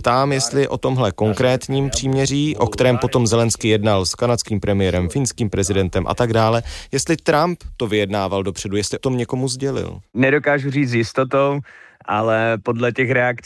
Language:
Czech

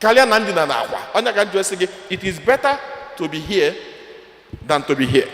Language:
Igbo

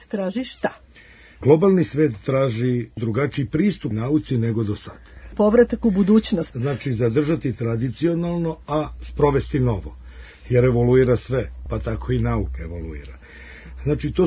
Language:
Serbian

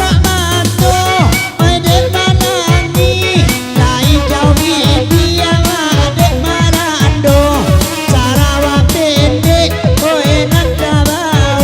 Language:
Minangkabau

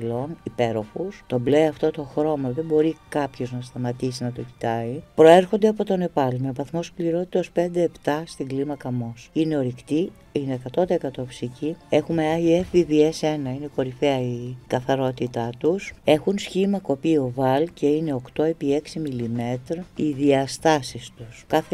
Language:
Greek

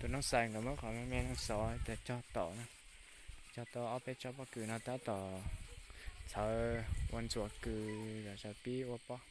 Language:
Hmong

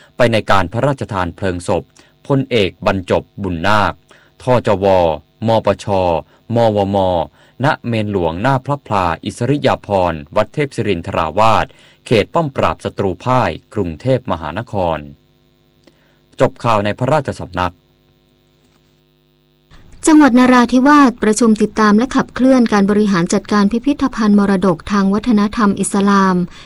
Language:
Thai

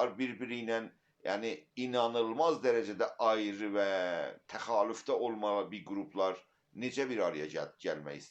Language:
South Azerbaijani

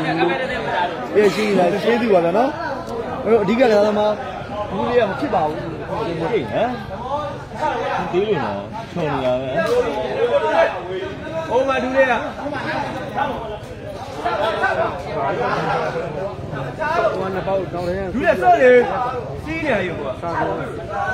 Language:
Burmese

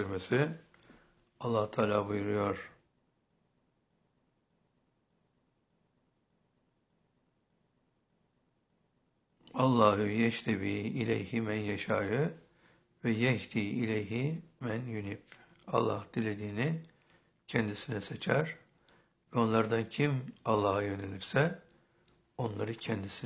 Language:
Turkish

